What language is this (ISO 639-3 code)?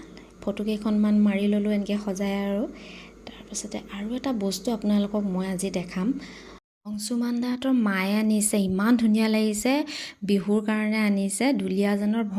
asm